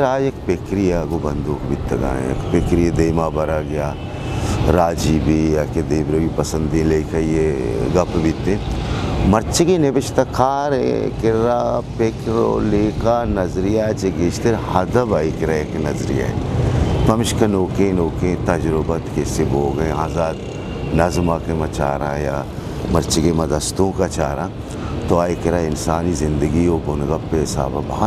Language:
Eastern Balochi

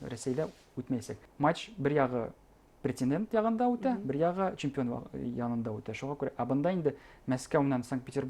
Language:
Bashkir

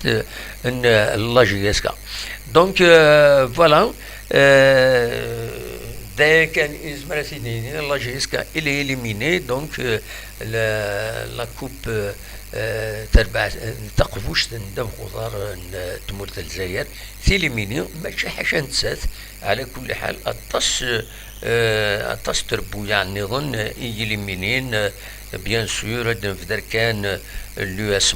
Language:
Kabyle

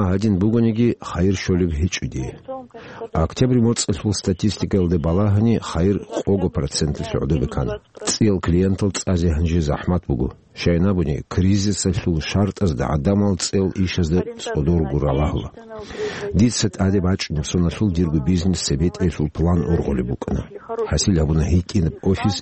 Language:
Avaric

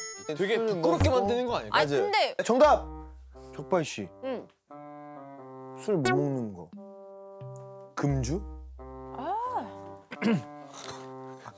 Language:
Korean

